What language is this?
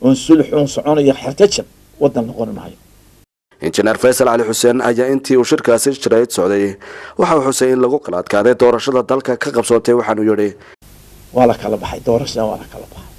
Somali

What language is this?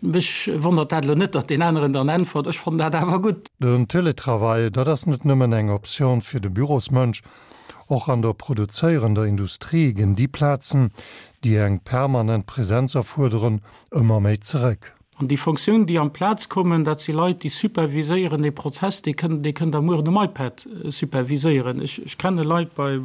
Luxembourgish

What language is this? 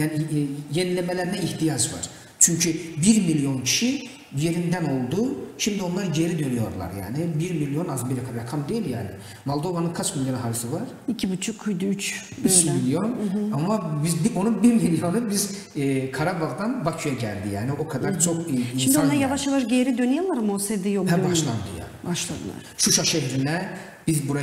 Gagauz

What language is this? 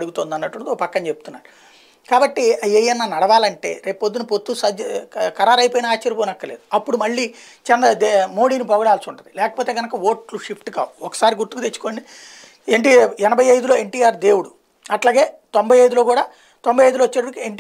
Telugu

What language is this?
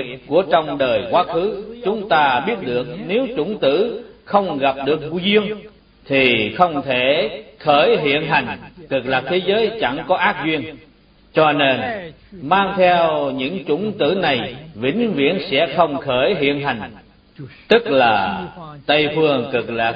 Vietnamese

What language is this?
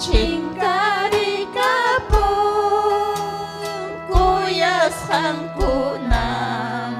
Ayacucho Quechua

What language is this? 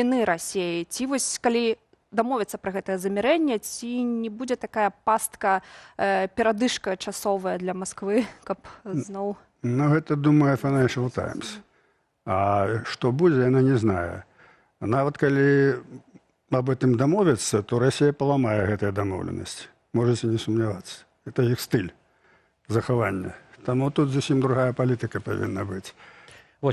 Belarusian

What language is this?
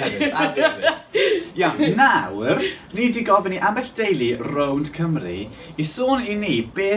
Welsh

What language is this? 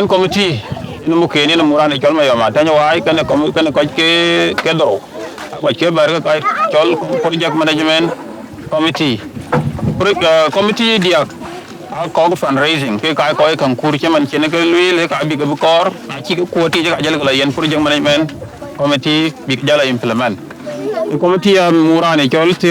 Dinka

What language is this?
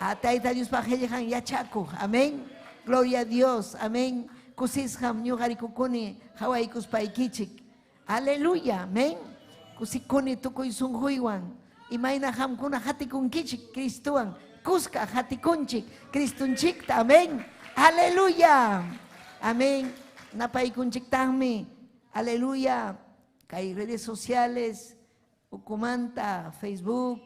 Ayacucho Quechua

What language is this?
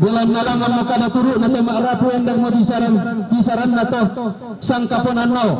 Toraja-Sa'dan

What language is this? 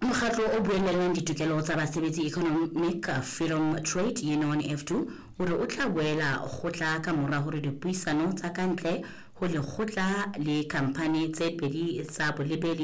Southern Sotho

